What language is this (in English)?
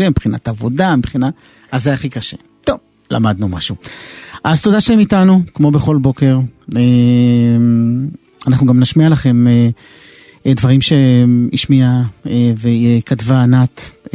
Hebrew